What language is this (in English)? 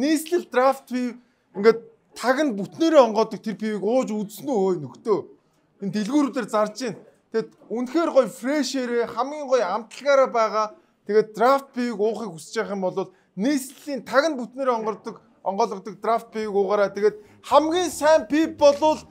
Mongolian